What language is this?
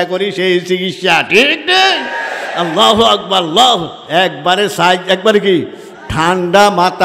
Bangla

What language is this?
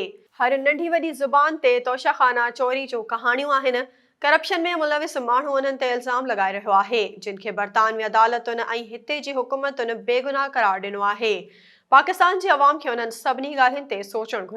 Sindhi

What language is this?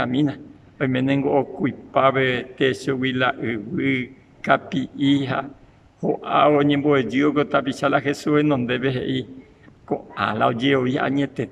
Guarani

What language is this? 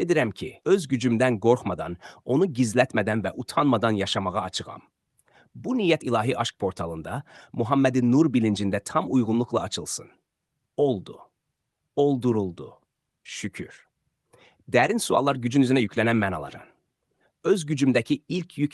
Azerbaijani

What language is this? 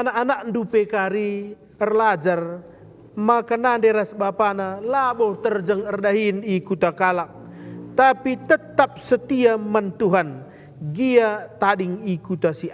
Batak Karo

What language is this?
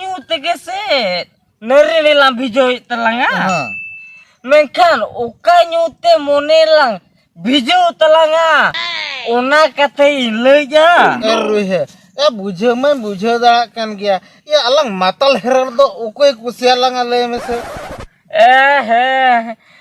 Santali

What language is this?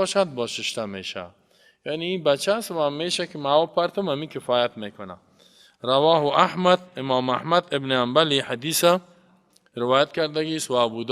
Tajik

